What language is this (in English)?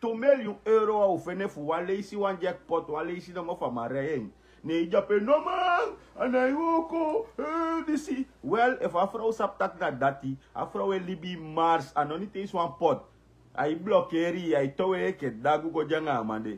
Sranan Tongo